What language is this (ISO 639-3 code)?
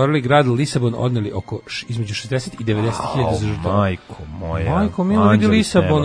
srp